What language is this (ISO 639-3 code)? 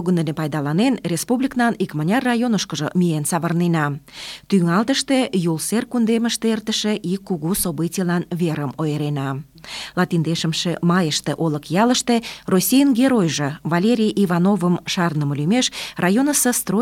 chm